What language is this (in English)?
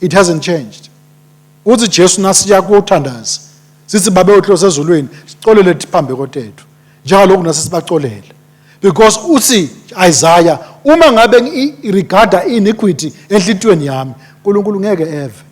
Swati